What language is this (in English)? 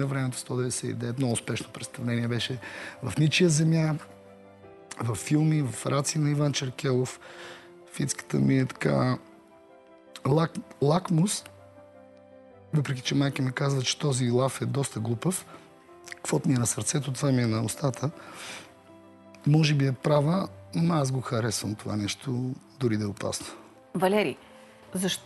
Bulgarian